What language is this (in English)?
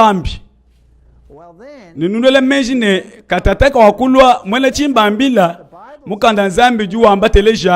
Luba-Lulua